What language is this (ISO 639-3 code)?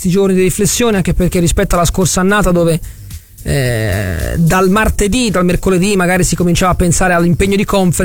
ita